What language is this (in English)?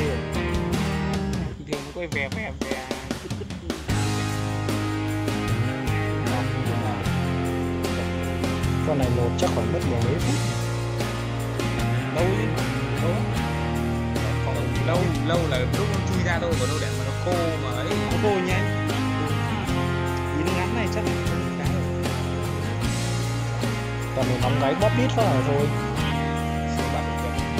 Vietnamese